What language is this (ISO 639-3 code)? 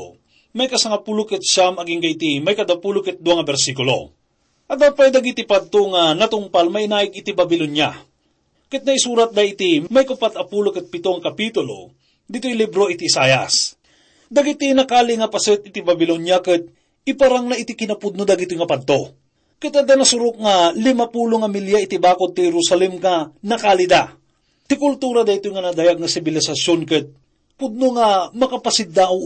ilo